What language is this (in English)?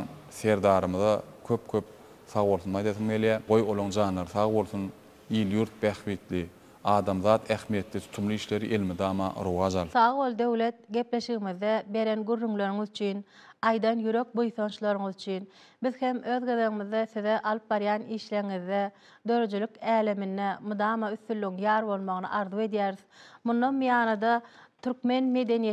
Turkmen